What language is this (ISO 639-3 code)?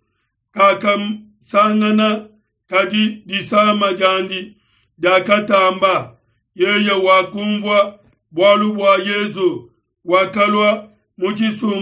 lua